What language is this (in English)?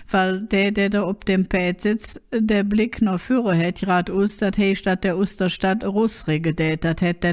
Colognian